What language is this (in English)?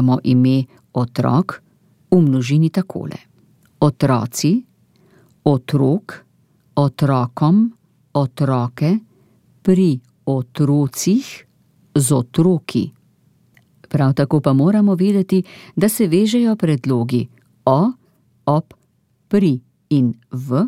Slovenian